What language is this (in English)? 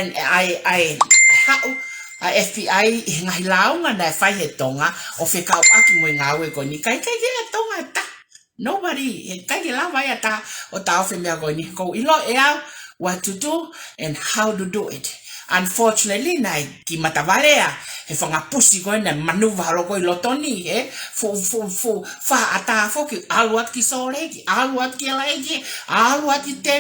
Tongan